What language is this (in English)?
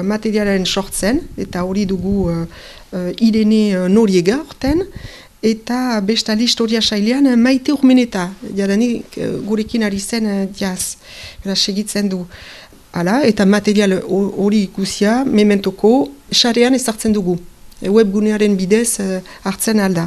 Basque